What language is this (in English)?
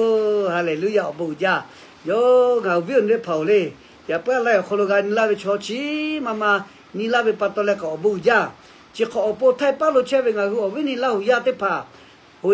Lahu